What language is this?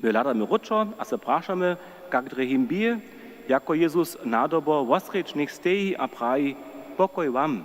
Upper Sorbian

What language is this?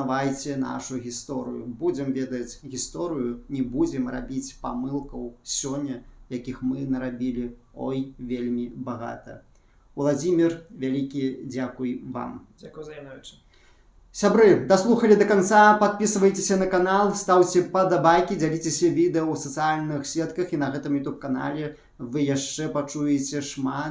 Belarusian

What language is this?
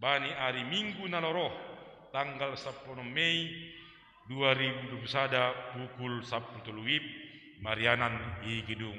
Batak Simalungun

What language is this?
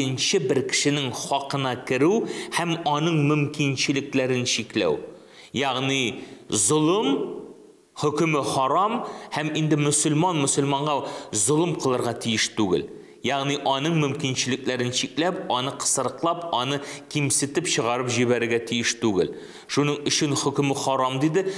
Tatar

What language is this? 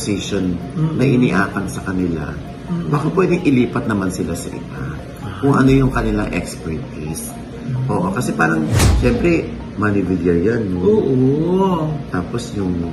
Filipino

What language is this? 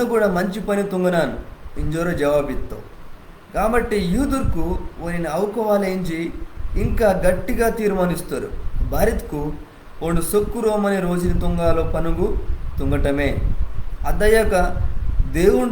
Koya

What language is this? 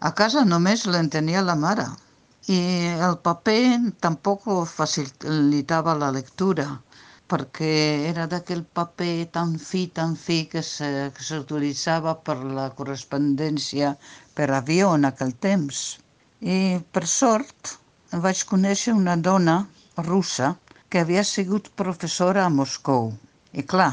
Catalan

